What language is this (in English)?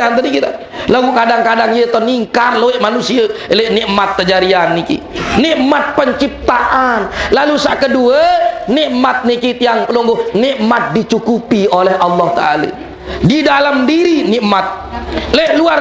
Sasak